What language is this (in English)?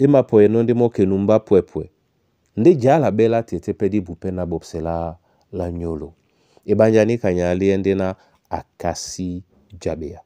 Duala